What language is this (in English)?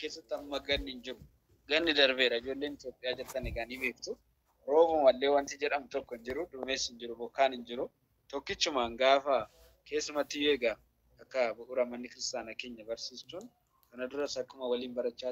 Oromo